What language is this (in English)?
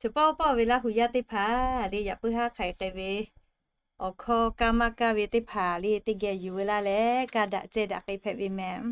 Lahu